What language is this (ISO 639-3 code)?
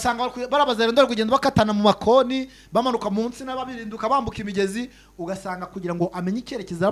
kin